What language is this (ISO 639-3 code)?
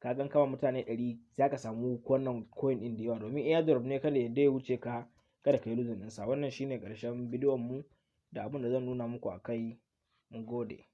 hau